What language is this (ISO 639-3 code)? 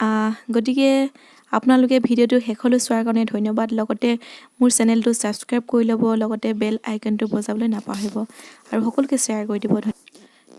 asm